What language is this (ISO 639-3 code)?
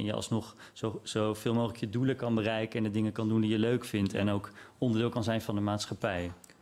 nld